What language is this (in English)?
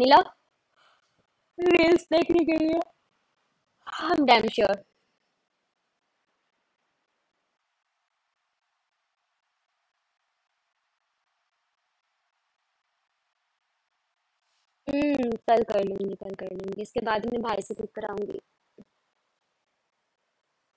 Hindi